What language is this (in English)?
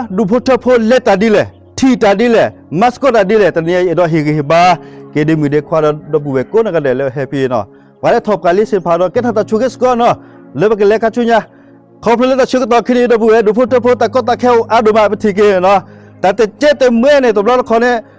S'gaw Karen